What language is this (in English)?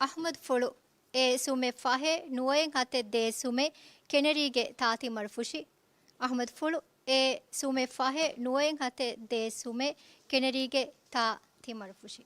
Divehi